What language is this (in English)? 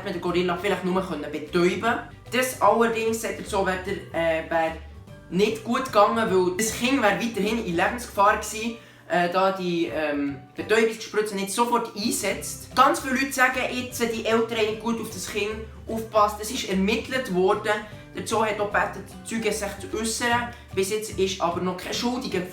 Swiss German